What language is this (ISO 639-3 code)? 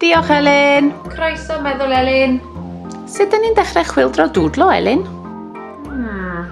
cym